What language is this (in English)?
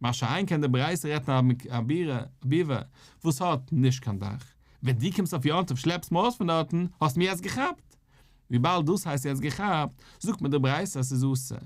Yiddish